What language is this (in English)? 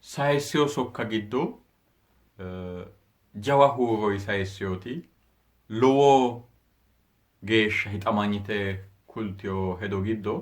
Sidamo